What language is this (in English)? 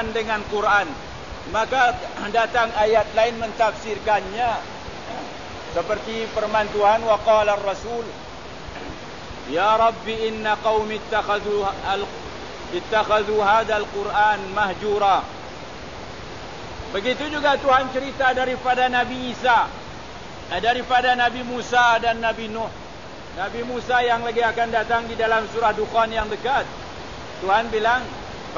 Malay